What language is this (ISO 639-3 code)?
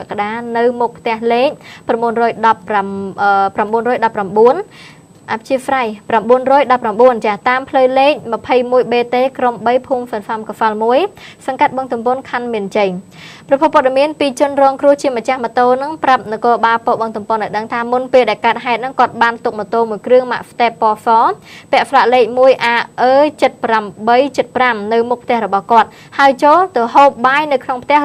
khm